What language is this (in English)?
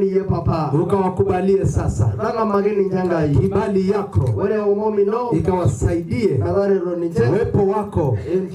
Swahili